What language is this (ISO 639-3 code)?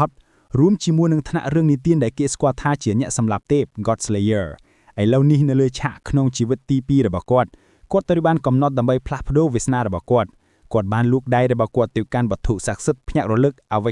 khm